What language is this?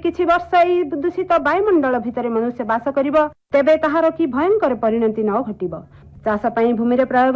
Odia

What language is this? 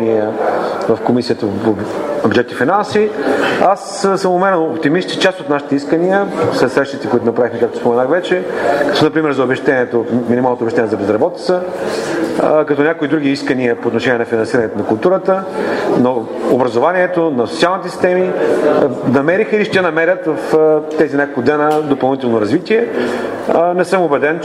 Bulgarian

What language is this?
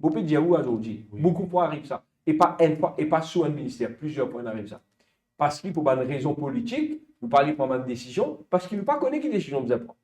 Morisyen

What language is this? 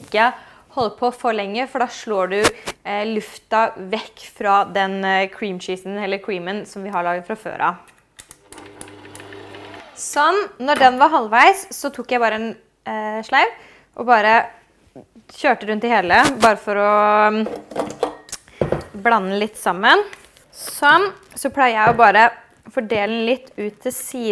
Norwegian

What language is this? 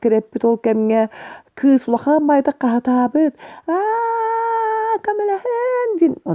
Yakut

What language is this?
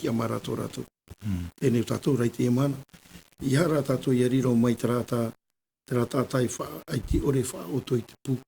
Tahitian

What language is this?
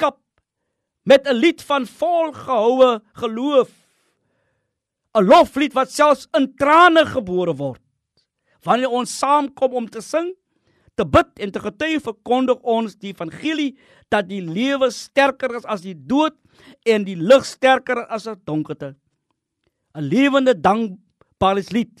Afrikaans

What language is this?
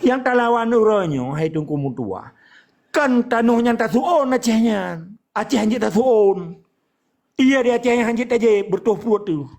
Achinese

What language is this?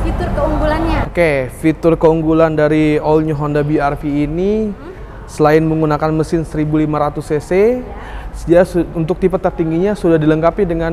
Indonesian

